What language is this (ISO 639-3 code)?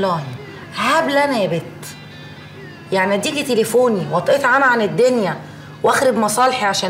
arz